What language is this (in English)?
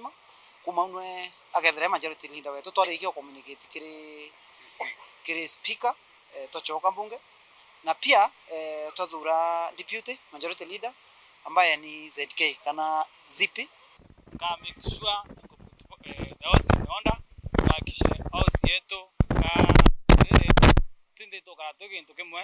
Meru